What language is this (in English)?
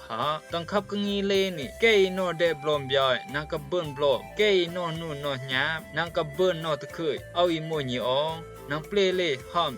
Rumai Palaung